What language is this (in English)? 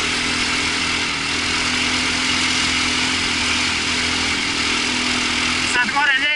Croatian